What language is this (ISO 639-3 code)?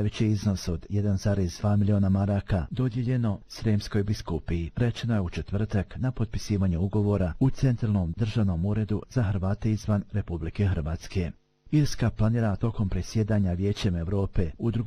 bos